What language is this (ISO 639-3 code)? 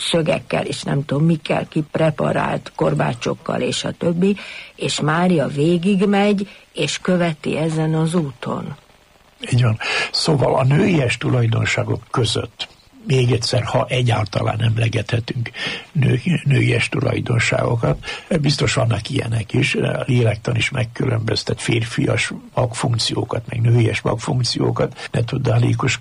hun